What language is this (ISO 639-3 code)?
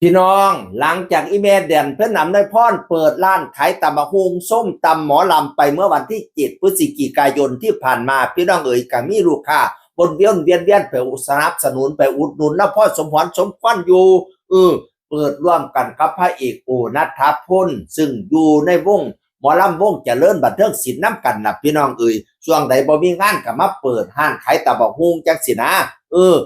tts